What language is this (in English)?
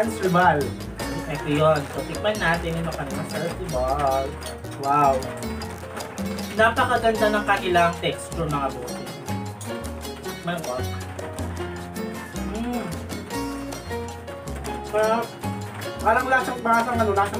Filipino